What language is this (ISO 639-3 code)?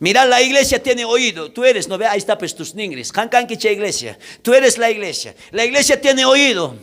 quh